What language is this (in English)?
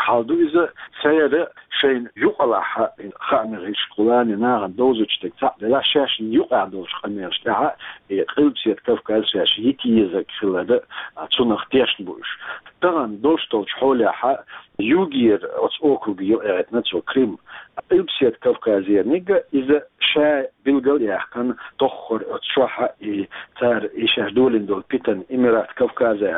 Chechen